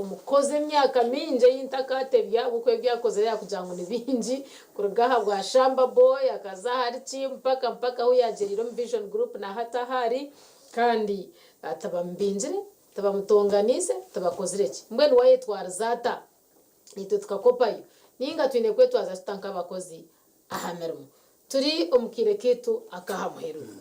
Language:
Nyankole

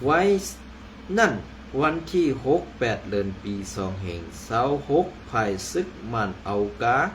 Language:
Shan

